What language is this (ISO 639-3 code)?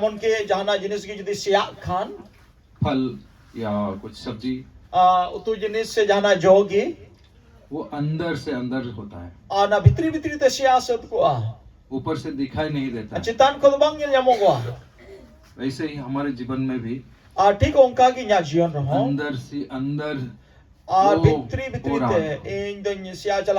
sat